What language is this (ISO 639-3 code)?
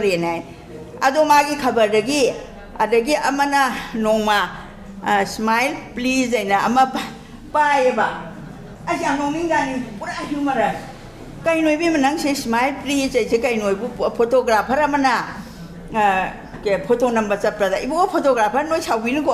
mni